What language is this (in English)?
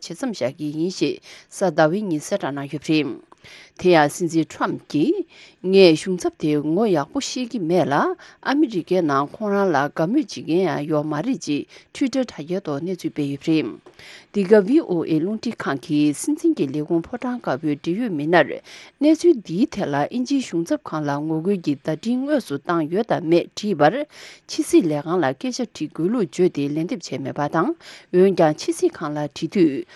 Tibetan